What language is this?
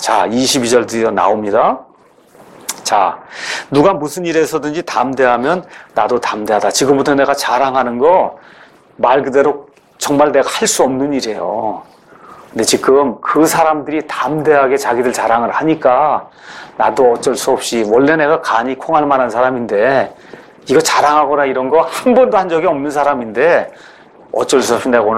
Korean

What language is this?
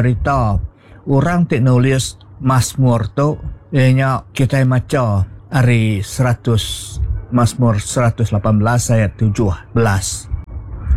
Iban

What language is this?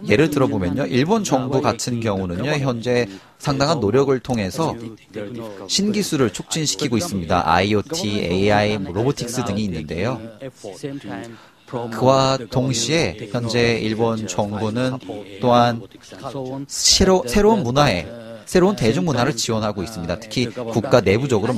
Korean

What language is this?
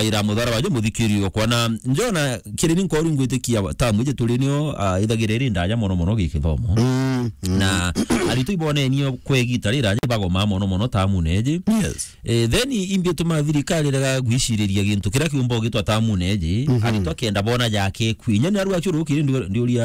Meru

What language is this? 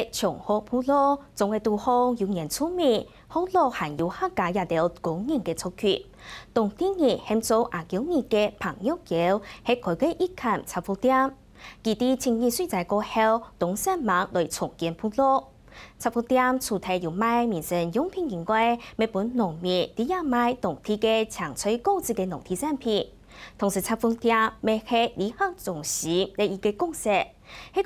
Hakka Chinese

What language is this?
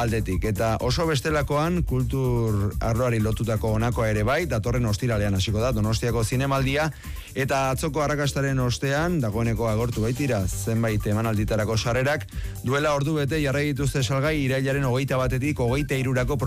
Basque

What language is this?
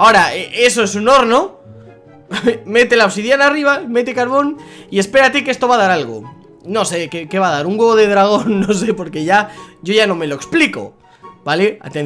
Spanish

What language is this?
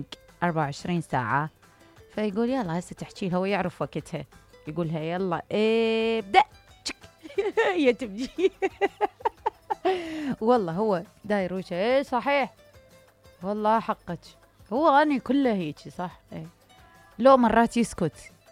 Mesopotamian Arabic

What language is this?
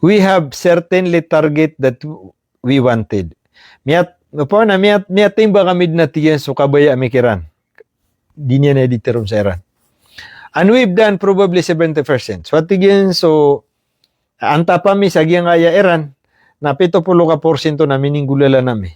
Maranao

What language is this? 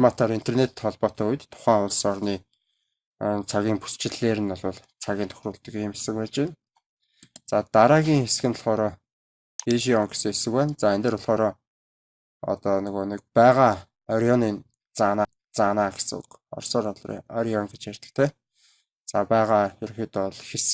Mongolian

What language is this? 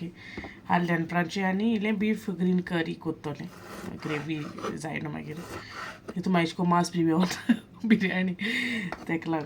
Konkani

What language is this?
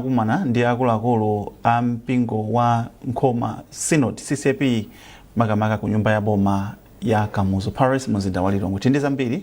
Nyanja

